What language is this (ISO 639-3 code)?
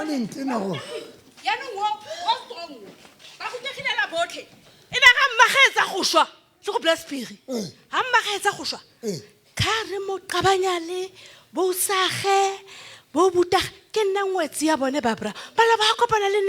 sot